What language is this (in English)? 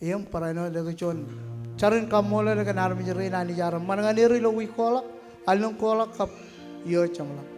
Marshallese